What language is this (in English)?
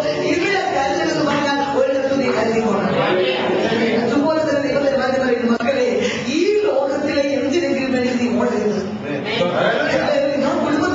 Malayalam